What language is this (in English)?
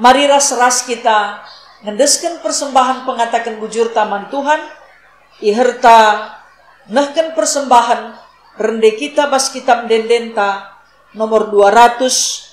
Batak Karo